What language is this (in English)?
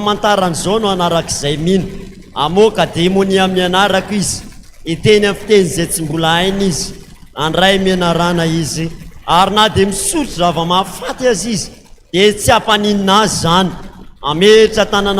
Malagasy